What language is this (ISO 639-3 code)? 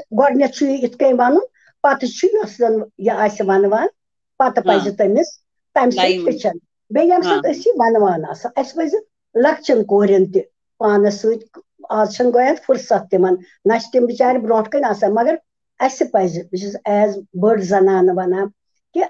kas